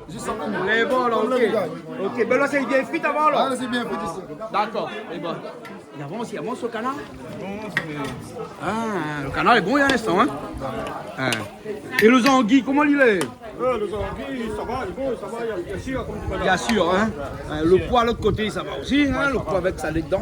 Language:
Réunion Creole French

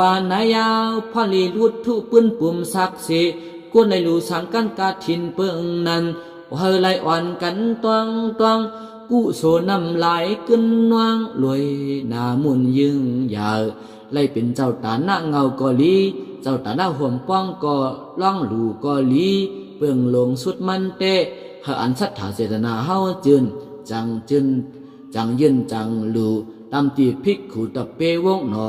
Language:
Shan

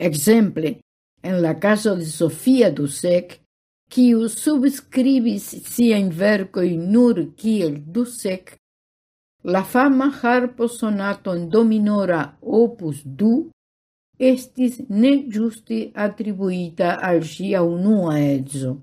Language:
Esperanto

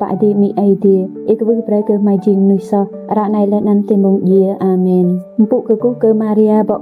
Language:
Rade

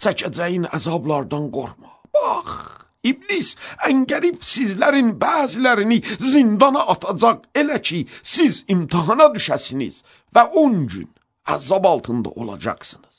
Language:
Azerbaijani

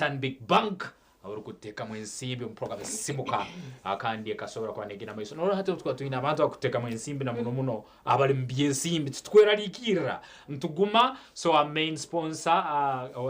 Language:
Nyankole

